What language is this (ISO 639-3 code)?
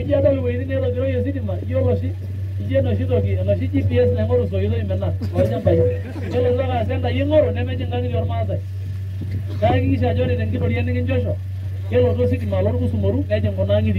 mas